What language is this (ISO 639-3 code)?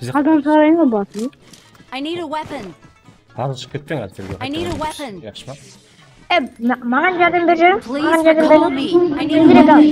kaa